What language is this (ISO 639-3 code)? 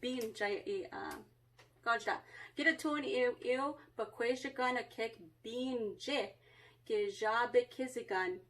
ciw